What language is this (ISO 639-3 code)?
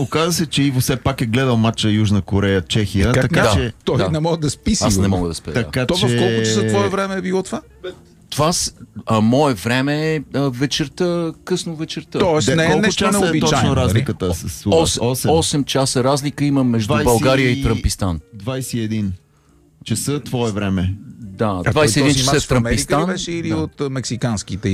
bul